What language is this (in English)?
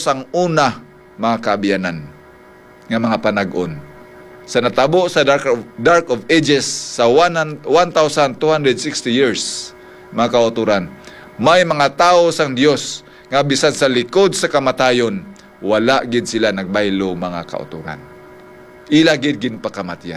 Hiligaynon